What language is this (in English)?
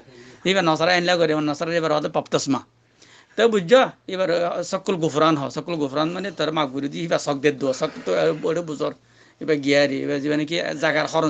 Rohingya